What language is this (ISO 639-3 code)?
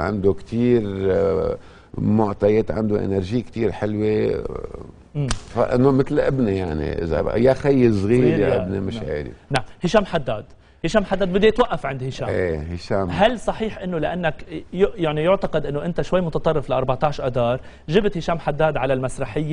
apc